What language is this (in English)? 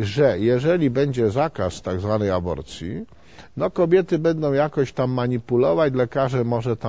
Polish